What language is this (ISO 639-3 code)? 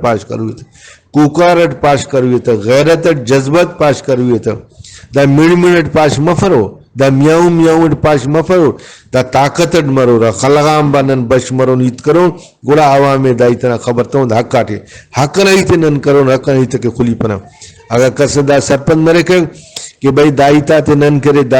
brh